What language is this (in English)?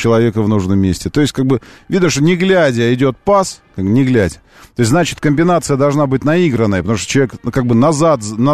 Russian